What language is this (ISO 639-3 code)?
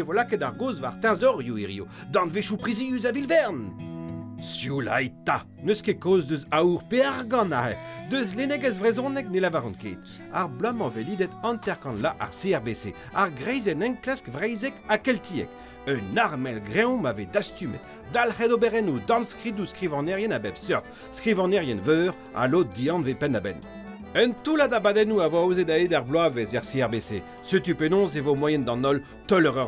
bre